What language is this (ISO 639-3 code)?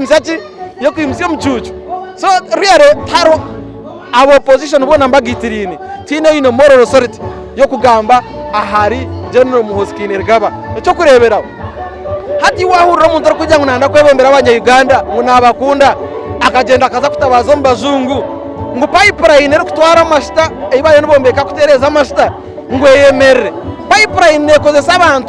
nyn